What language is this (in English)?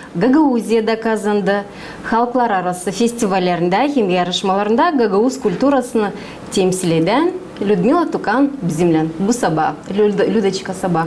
Gagauz